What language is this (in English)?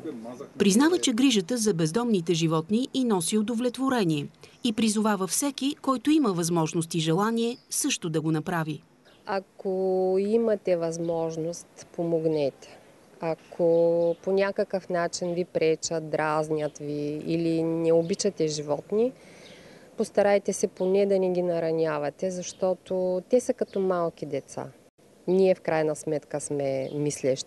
Bulgarian